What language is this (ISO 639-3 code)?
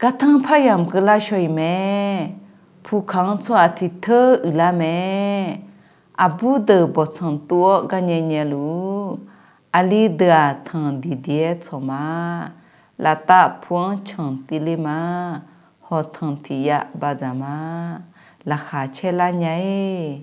ahk